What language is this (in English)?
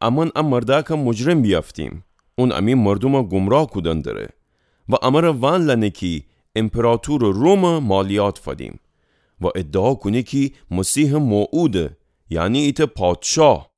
Gilaki